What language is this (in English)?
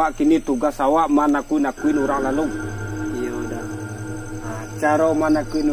Minangkabau